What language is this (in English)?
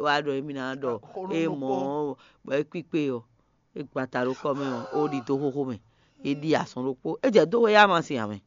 Fon